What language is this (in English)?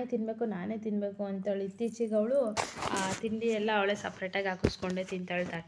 Kannada